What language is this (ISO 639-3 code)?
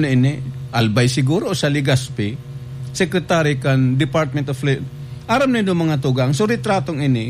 bik